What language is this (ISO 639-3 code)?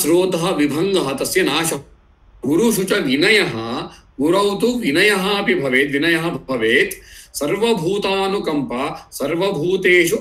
san